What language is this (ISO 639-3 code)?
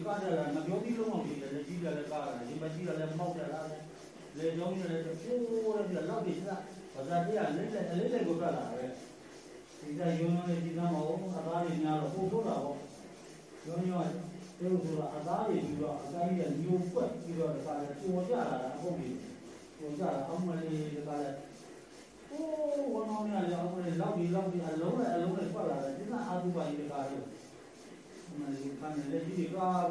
mya